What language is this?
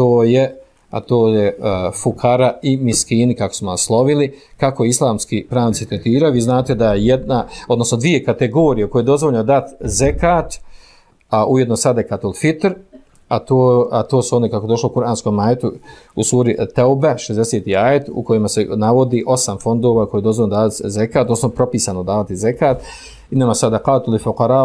Bosnian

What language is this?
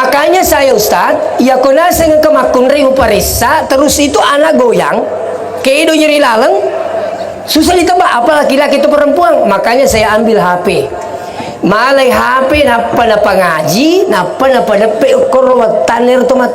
Buginese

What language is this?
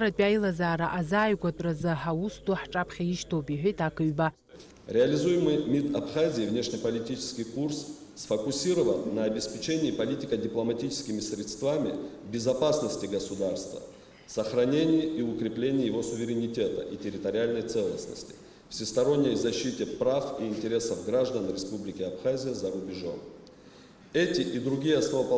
Abkhazian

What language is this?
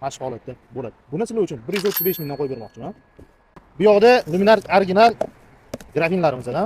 Uzbek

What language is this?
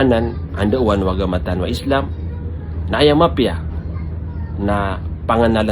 Maranao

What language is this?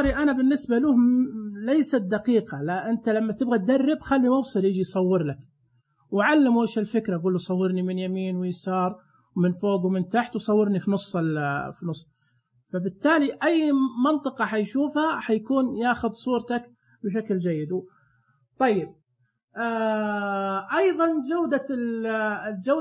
Najdi Arabic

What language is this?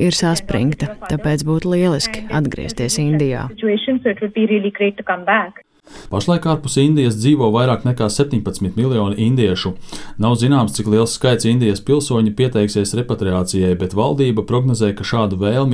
Latvian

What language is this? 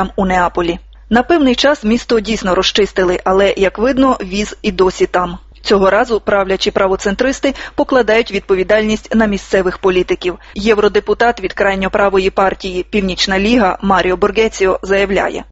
Ukrainian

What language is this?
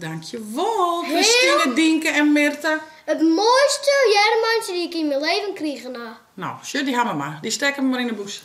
Western Frisian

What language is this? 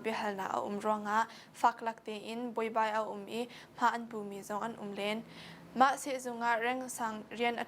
Hakha Chin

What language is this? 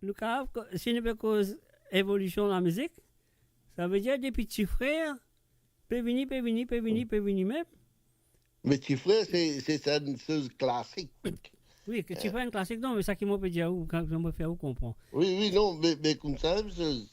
Morisyen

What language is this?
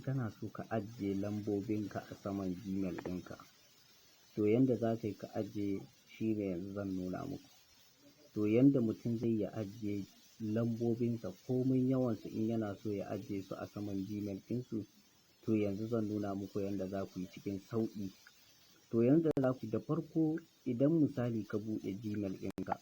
Hausa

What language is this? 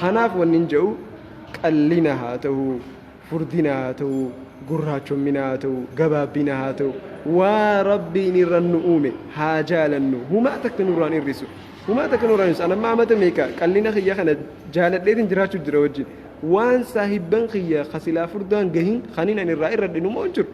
Oromo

